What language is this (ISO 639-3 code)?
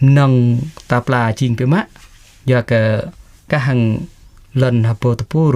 jra